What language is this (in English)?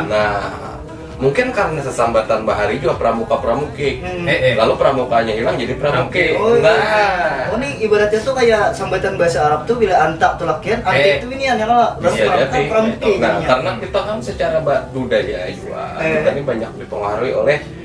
Banjar